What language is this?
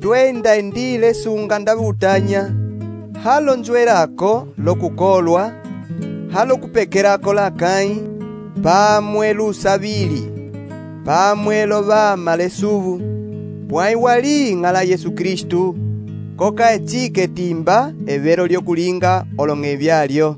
Umbundu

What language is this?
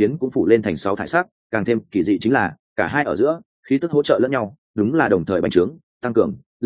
Vietnamese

